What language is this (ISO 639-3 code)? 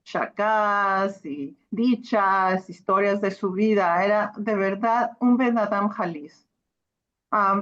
lad